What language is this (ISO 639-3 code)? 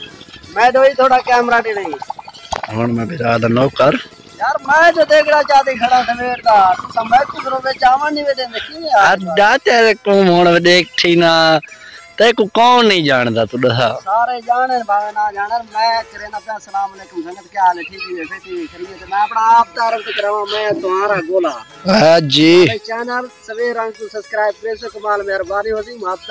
skr